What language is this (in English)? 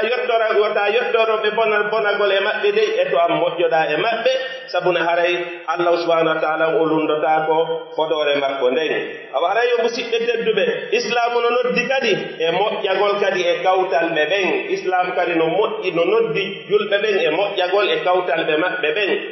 Pular